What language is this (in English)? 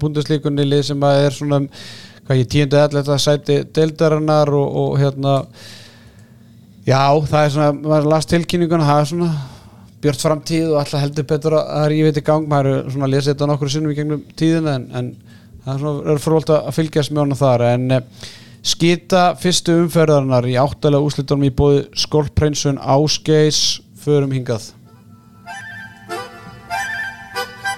Icelandic